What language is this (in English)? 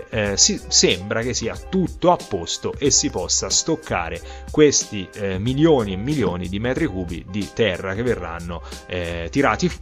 Italian